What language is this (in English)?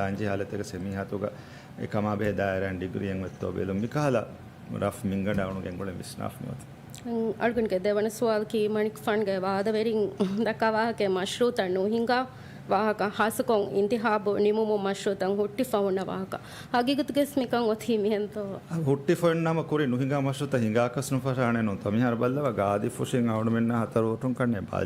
Divehi